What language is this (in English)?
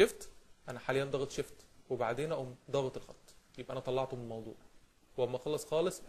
Egyptian Arabic